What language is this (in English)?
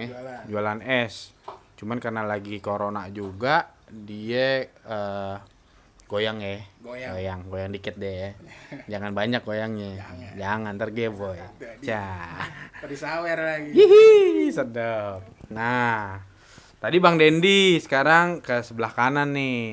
Betawi